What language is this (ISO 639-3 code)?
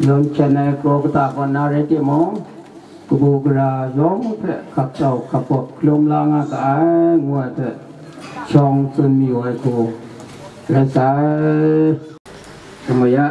kac